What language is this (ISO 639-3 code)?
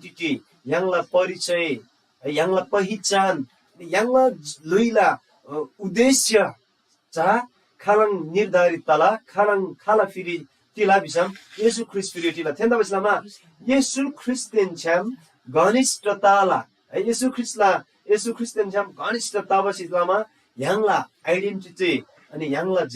taj